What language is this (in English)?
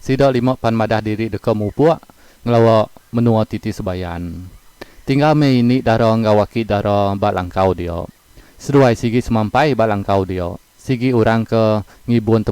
Iban